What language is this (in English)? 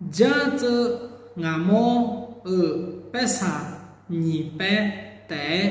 Akha